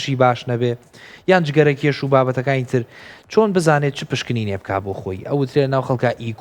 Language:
Central Kurdish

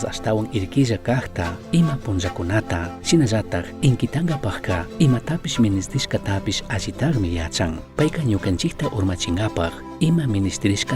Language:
Chimborazo Highland Quichua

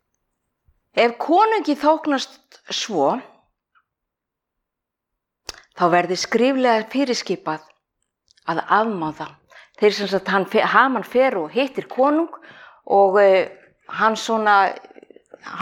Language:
Icelandic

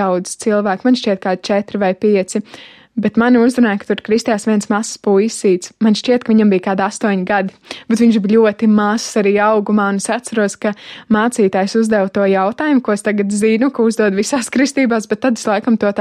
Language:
Latvian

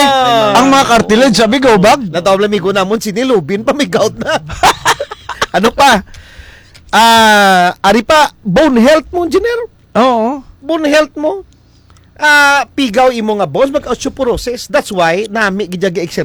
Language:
Hiligaynon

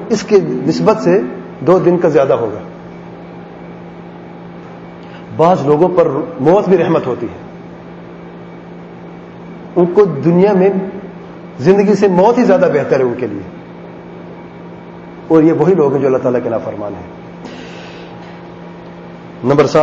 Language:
Urdu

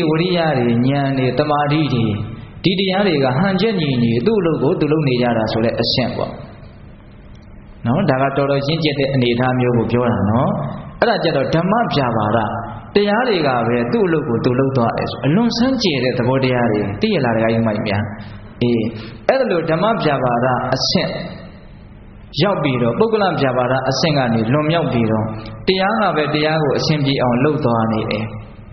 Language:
Burmese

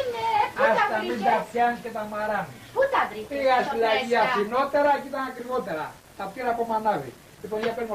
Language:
Greek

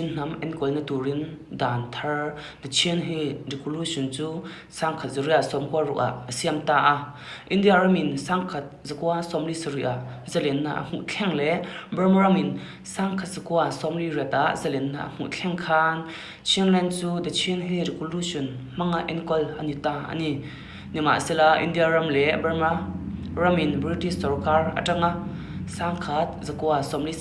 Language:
Hakha Chin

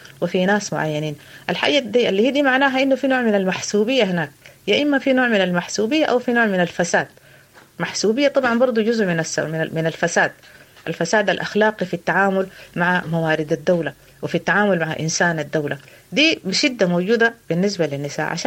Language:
Sudanese Arabic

